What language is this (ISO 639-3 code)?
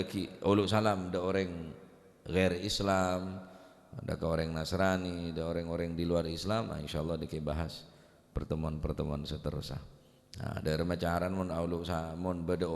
mad